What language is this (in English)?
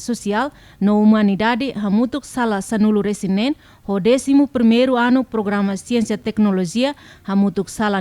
Tetum